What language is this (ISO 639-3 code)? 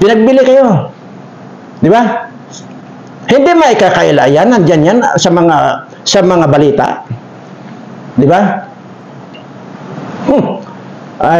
fil